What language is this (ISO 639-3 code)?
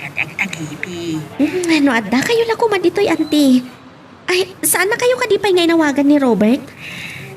ilo